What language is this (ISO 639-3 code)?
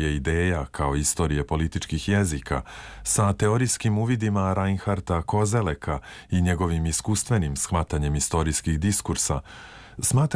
srp